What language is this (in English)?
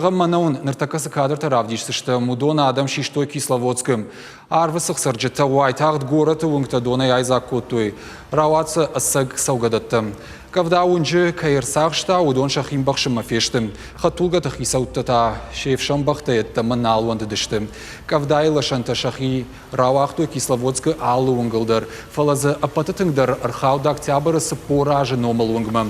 Ossetic